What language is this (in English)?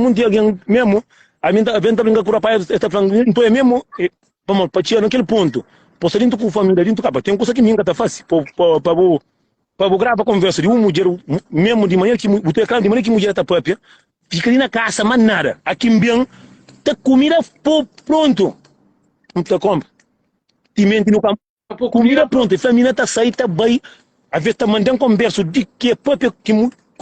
Kabuverdianu